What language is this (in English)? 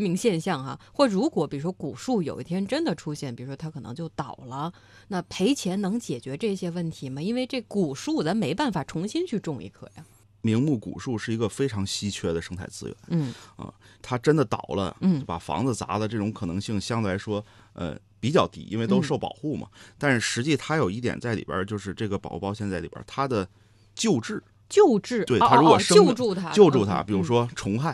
Chinese